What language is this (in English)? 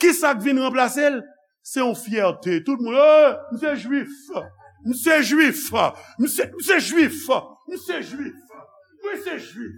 Haitian Creole